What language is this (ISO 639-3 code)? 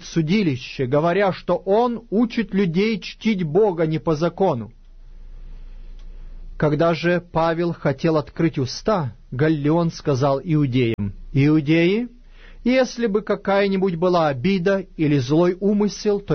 rus